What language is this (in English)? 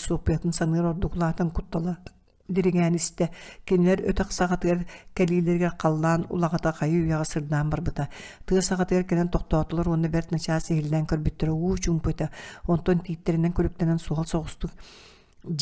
Yakut